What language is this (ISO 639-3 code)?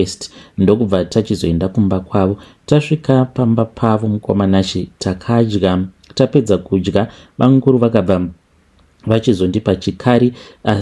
sna